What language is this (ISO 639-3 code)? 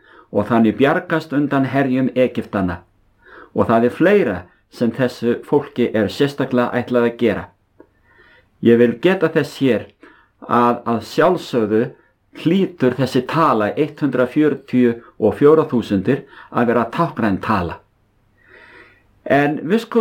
isl